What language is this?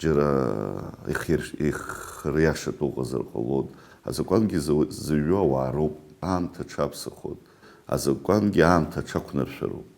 Abkhazian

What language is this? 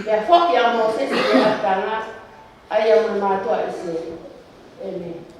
Tongan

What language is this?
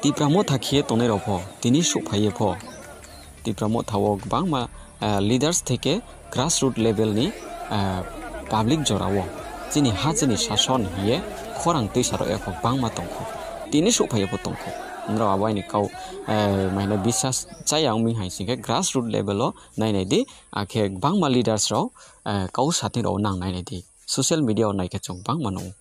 Kok Borok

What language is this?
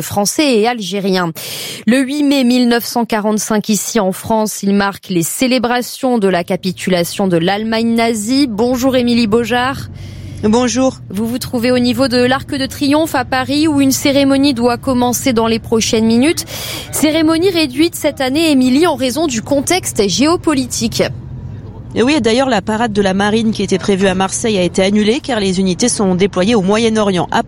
French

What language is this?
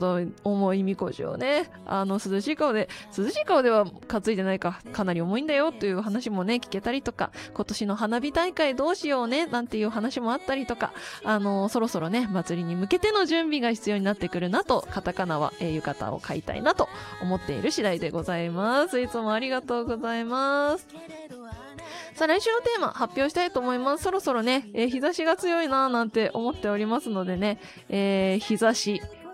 Japanese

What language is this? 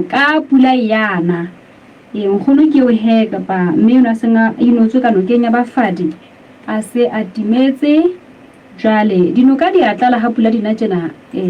Southern Sotho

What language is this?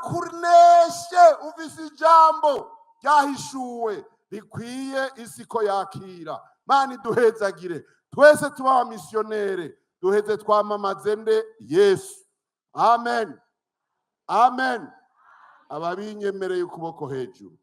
Rundi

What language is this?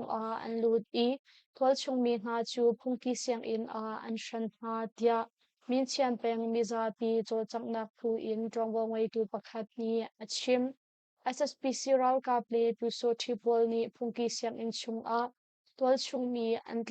Hakha Chin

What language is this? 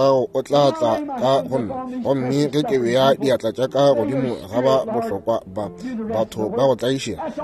Northern Sotho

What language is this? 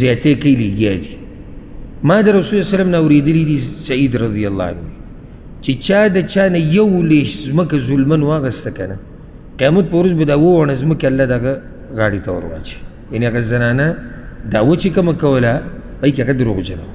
Pashto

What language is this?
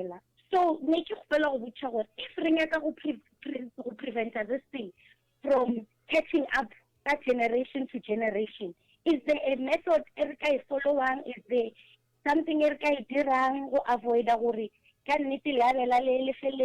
Northern Sotho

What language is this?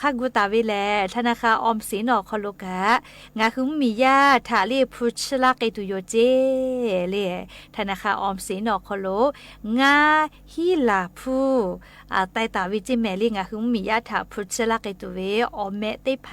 Lahu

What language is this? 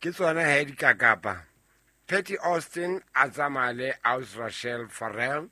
Southern Sotho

